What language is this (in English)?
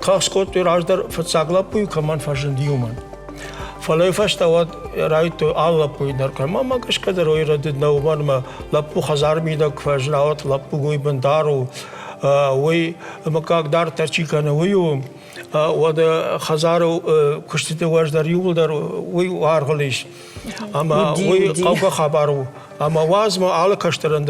Ossetic